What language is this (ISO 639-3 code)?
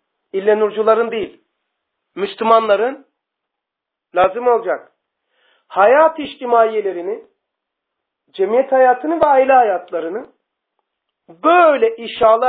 tur